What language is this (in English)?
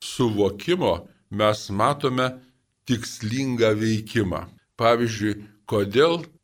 Lithuanian